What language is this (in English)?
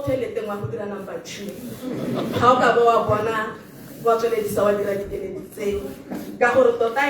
Tswana